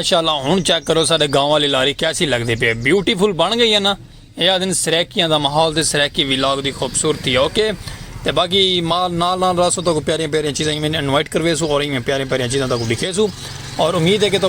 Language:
Saraiki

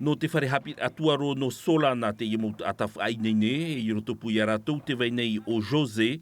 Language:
Tahitian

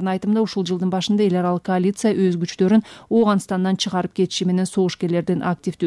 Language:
Kyrgyz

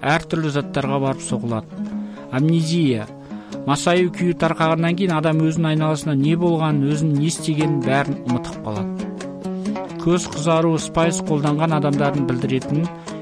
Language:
Kazakh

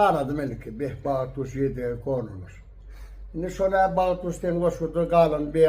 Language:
Turkmen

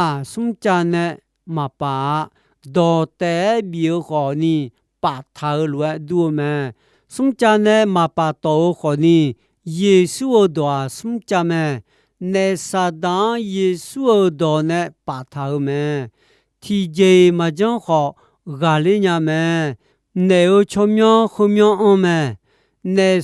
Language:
Akha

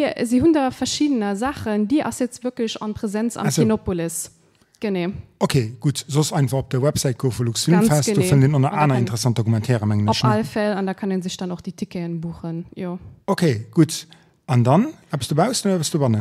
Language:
Luxembourgish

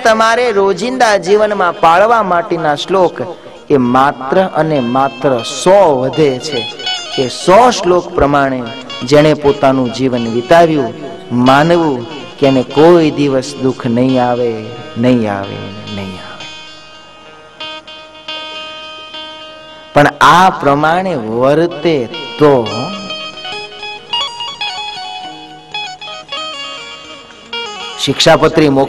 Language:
Gujarati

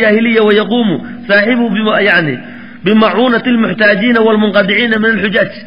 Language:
Somali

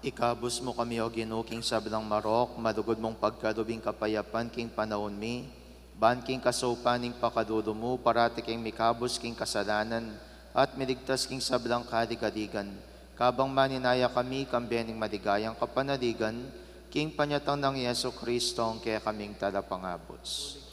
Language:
Pampanga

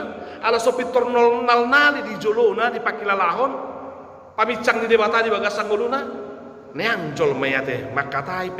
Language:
Batak Toba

